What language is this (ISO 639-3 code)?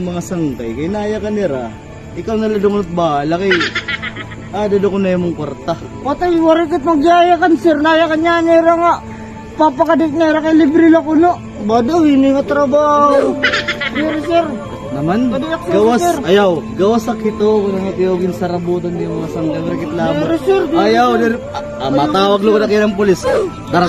war